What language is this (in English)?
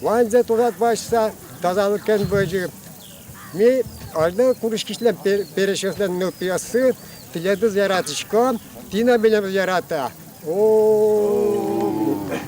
Udmurt